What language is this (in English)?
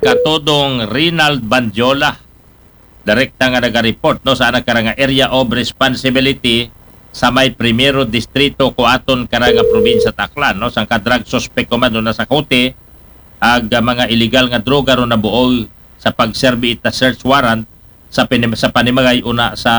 Aklanon